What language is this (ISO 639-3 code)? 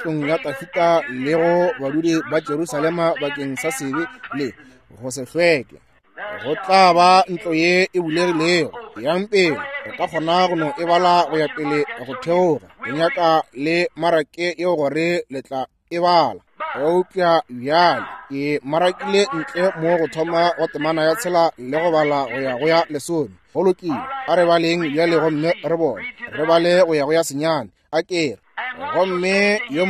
nso